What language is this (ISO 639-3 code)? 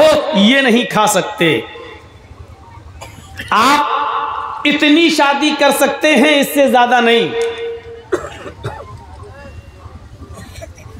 hin